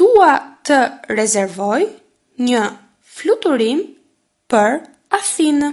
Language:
Albanian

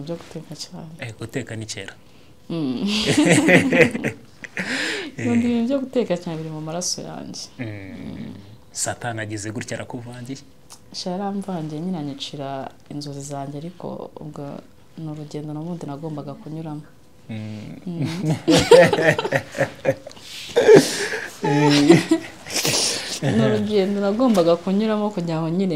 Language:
Kinyarwanda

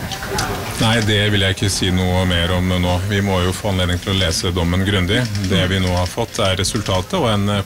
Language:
Norwegian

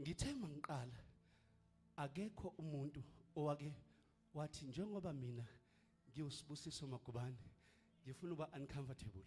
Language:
Zulu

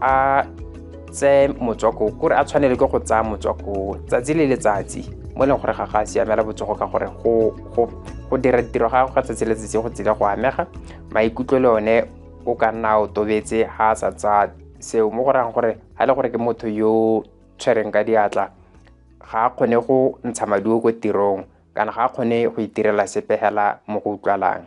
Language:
Tswana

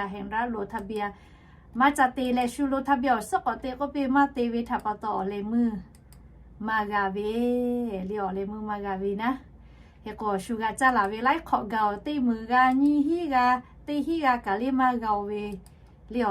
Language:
Lahu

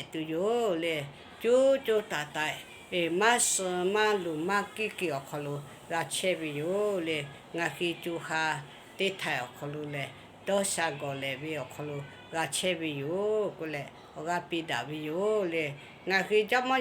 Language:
Lahu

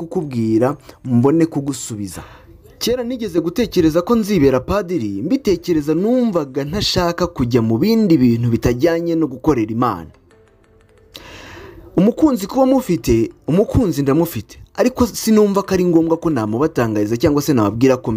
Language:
Kinyarwanda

